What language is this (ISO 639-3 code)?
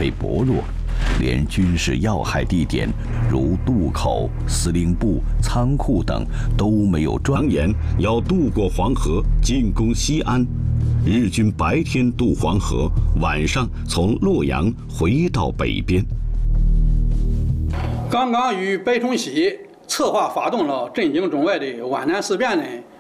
zho